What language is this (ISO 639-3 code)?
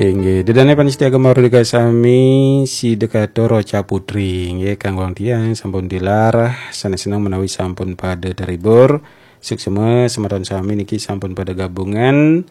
ban